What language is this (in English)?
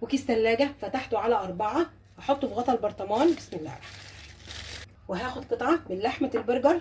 Egyptian Arabic